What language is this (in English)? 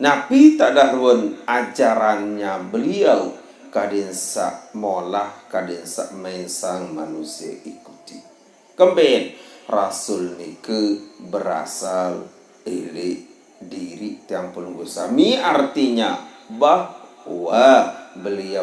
Sasak